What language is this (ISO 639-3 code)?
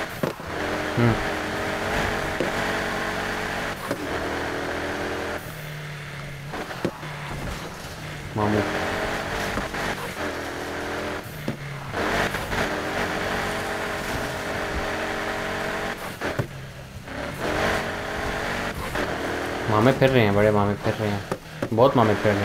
hin